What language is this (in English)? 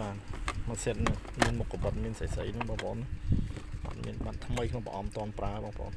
Khmer